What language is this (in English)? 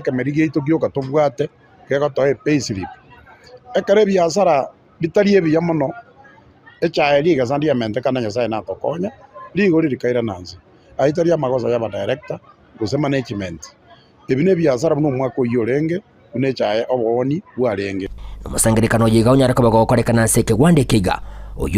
Gusii